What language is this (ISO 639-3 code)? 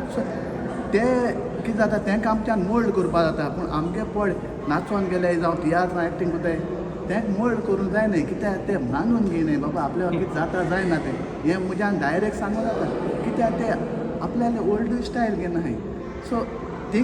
kok